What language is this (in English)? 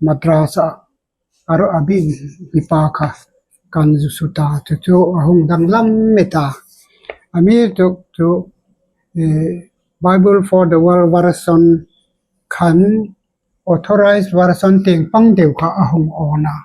Hmar